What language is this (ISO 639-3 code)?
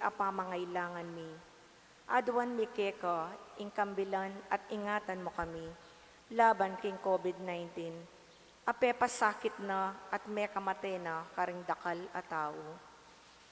pam